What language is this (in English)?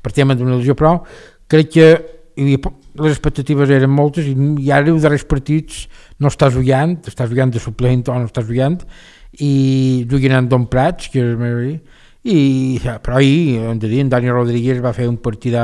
Catalan